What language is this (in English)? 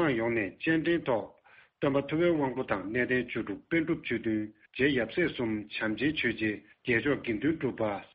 Tibetan